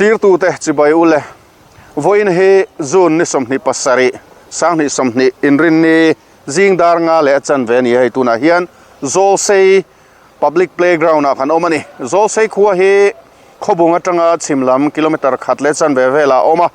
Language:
Mizo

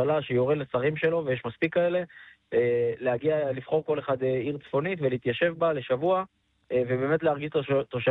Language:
Hebrew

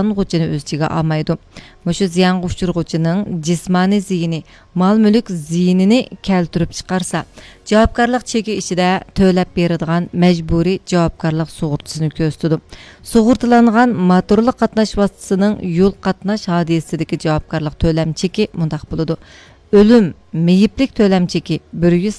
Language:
Uyghur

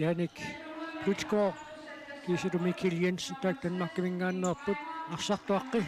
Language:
Kalaallisut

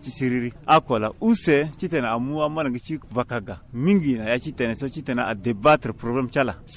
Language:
Sango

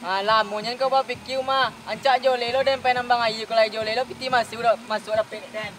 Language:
Minangkabau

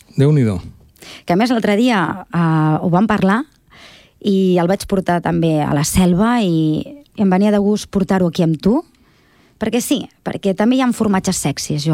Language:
Catalan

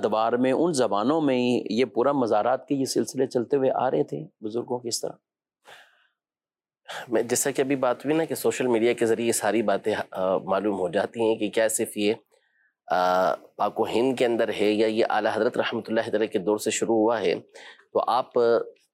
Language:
Urdu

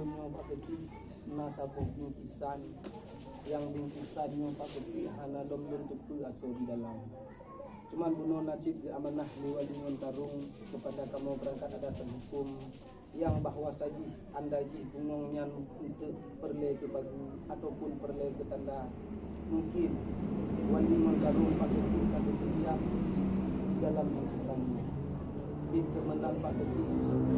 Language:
Achinese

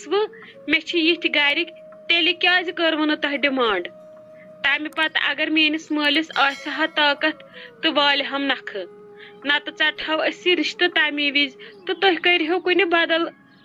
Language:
Kashmiri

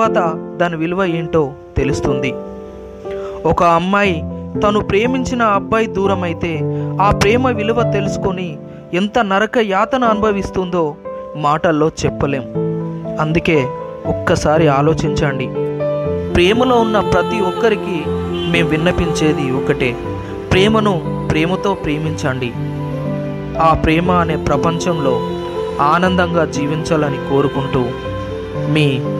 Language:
Telugu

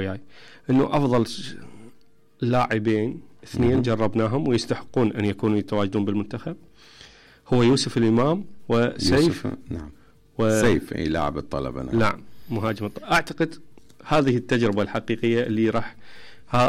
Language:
Mesopotamian Arabic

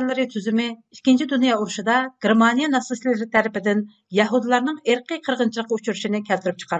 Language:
Uyghur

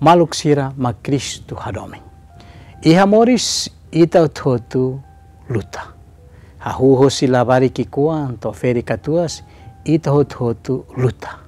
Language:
Tetum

